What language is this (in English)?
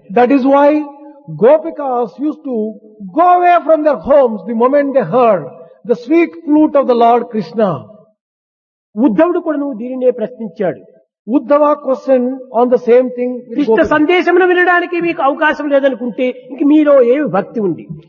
Telugu